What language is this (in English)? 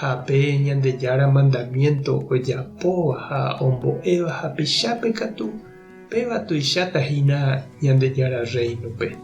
Guarani